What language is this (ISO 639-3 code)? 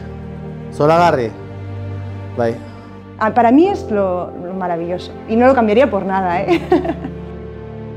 eus